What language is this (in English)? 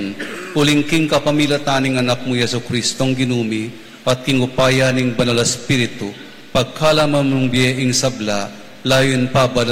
Pampanga